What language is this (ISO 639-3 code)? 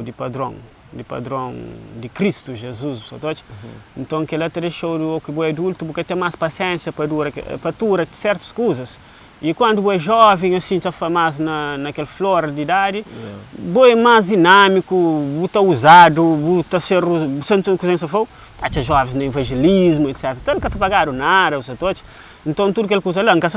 kea